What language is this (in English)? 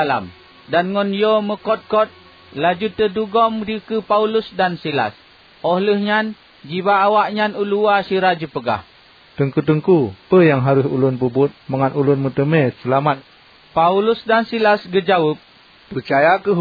Achinese